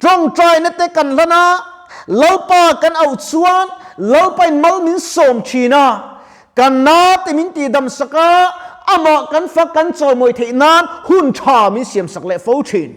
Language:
Mizo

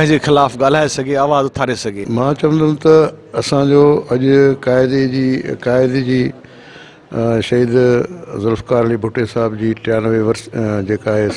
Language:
Sindhi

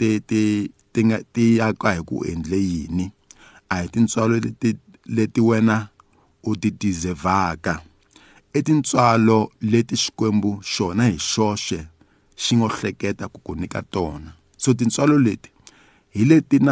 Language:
Tsonga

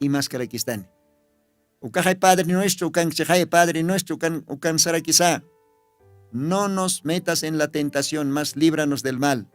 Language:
Aymara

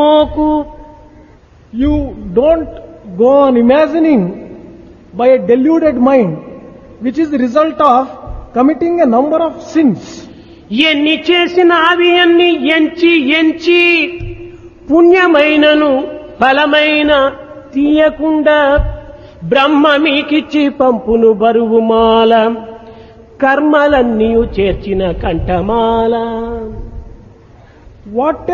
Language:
Telugu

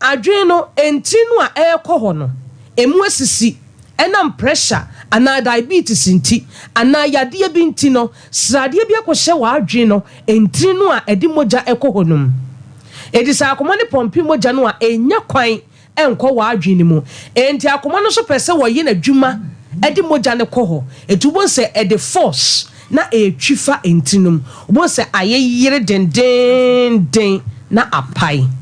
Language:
Akan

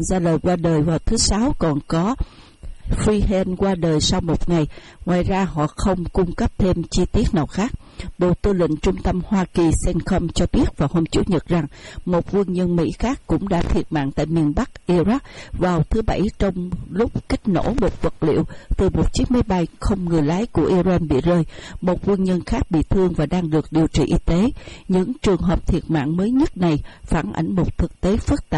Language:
Vietnamese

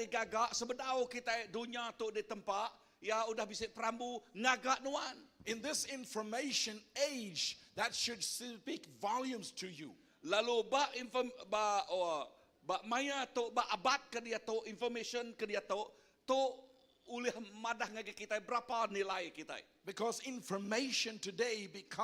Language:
Iban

